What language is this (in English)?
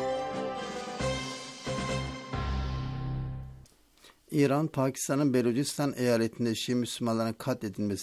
Turkish